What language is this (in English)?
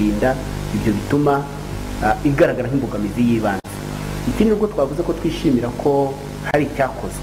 Kinyarwanda